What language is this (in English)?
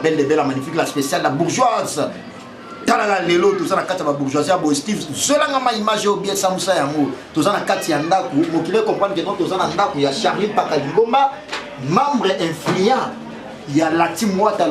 Lingala